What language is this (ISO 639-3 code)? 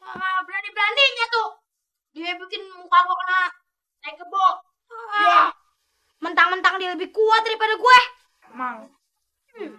bew